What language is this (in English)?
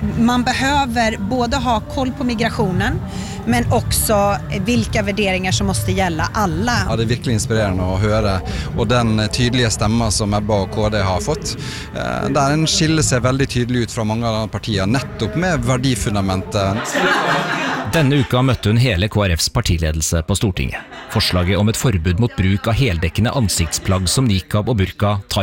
Norwegian